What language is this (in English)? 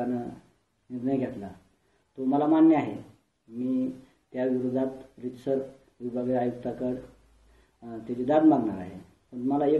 Marathi